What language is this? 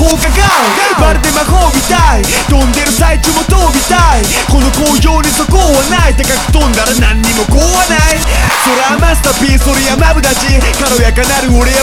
Japanese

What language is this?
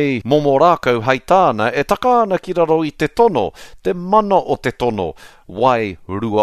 Māori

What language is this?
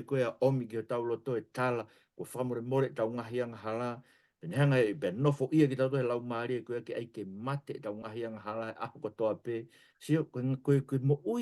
Tongan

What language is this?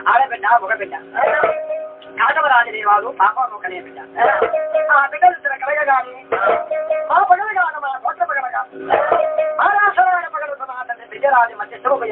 Telugu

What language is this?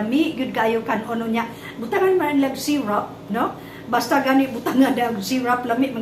Cebuano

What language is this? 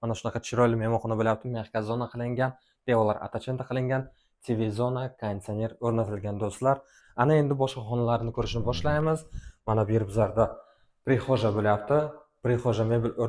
Uzbek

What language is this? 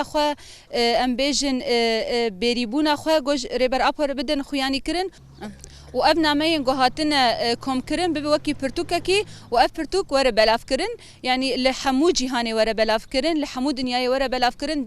Kurdish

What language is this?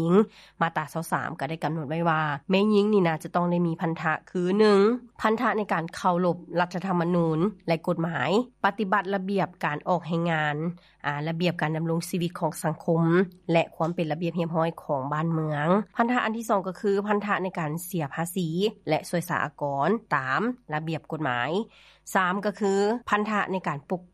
Lao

